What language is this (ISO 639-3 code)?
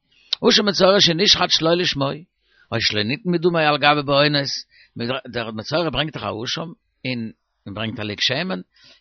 yid